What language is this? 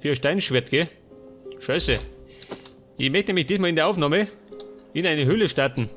Bavarian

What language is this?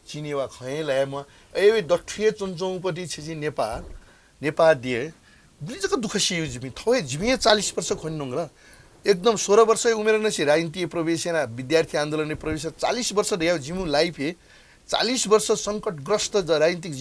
Newari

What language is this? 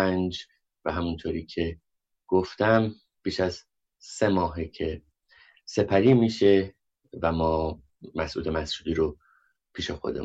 Persian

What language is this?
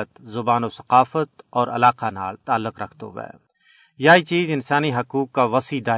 Gujari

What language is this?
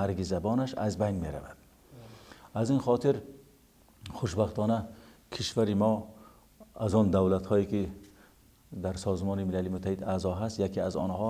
Tajik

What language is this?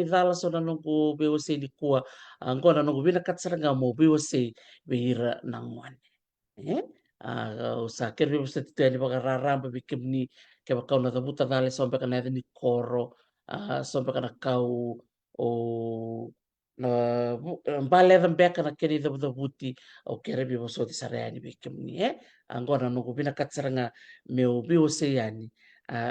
Fijian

